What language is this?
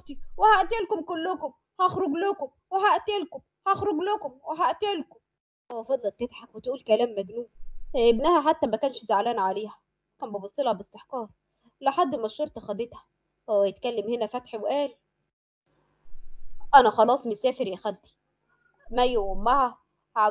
Egyptian Arabic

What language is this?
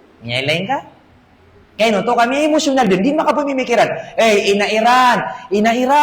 Maranao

